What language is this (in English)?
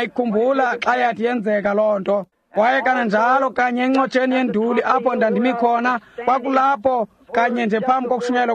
Xhosa